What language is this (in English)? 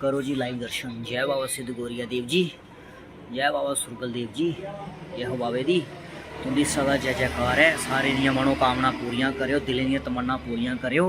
Dogri